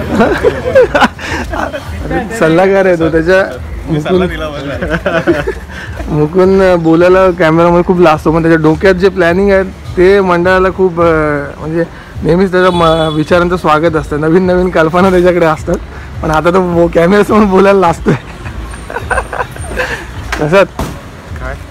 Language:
Marathi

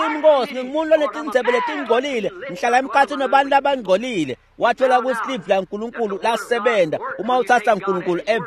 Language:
Swati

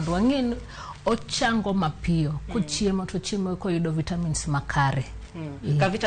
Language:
Luo (Kenya and Tanzania)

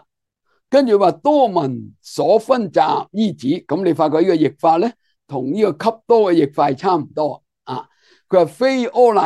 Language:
Cantonese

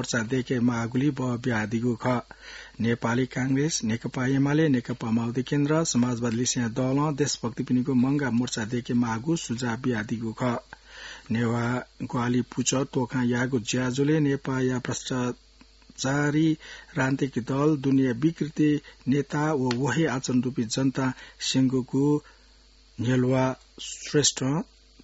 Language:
Newari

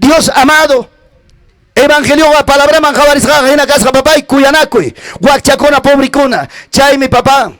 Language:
Ayacucho Quechua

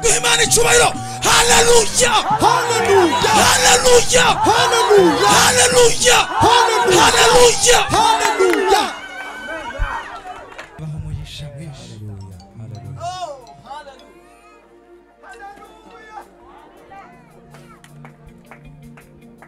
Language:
Kinyarwanda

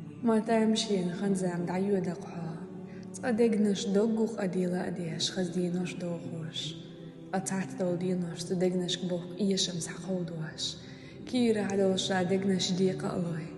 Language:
Chechen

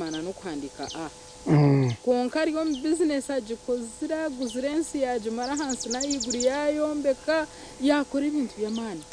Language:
Nyankole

